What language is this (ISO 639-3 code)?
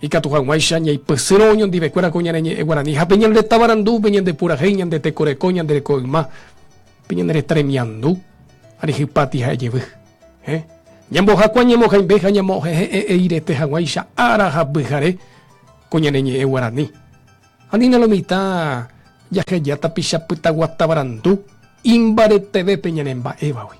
grn